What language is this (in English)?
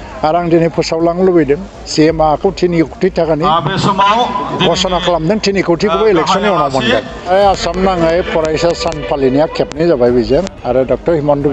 Bodo